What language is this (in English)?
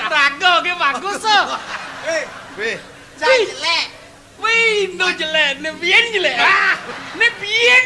Balinese